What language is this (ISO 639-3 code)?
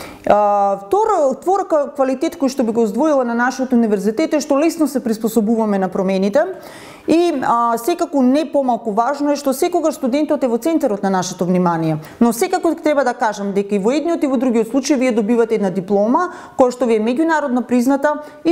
mkd